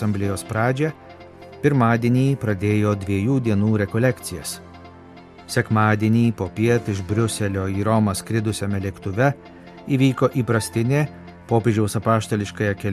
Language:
Lithuanian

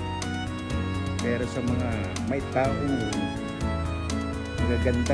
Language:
Filipino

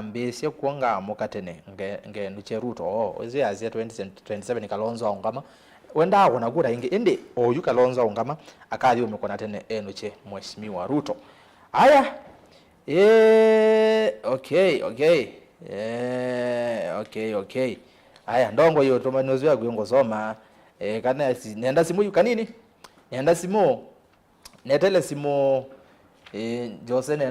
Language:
Kamba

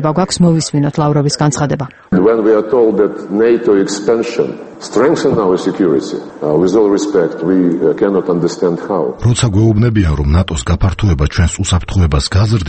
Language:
Georgian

